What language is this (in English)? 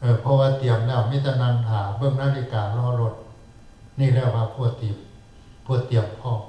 Northeastern Thai